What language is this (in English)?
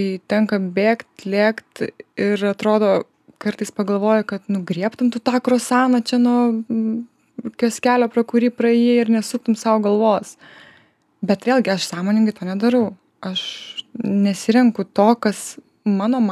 Lithuanian